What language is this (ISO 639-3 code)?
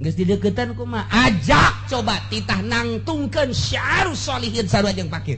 sun